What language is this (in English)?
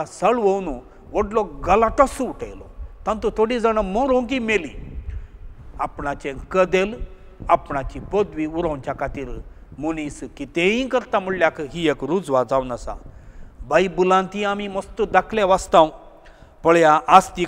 Konkani